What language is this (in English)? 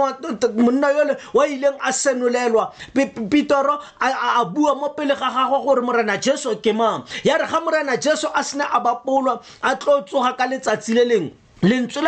Tswana